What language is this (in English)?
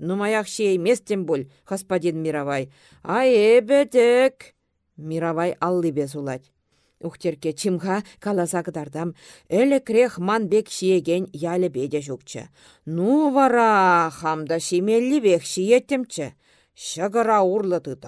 Chuvash